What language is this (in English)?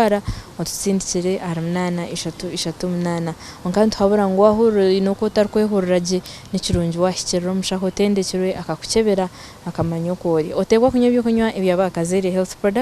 Nyankole